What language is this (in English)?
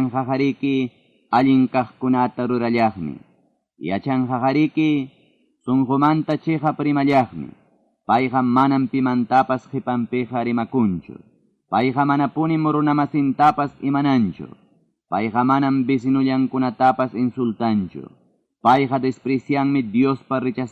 Ayacucho Quechua